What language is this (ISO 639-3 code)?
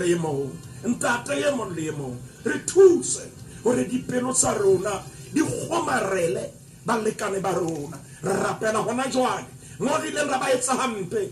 sot